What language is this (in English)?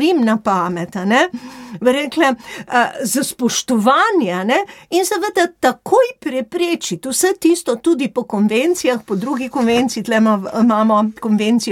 Slovenian